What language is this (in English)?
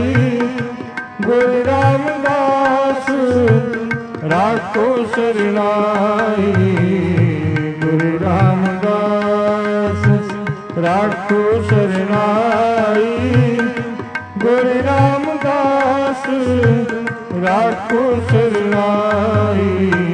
Punjabi